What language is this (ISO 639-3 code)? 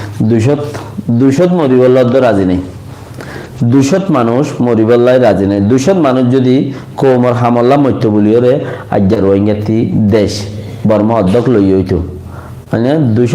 rhg